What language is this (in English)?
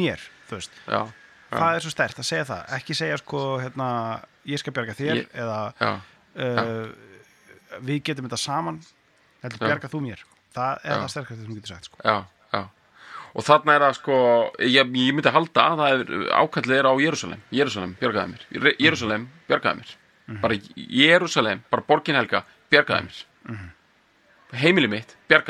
Icelandic